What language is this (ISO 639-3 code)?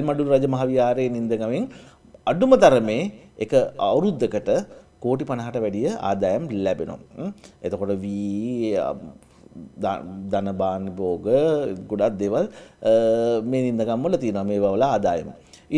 sin